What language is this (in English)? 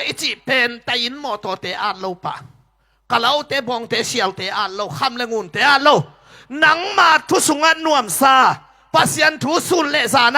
Tedim Chin